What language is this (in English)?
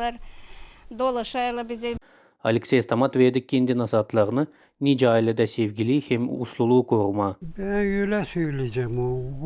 Gagauz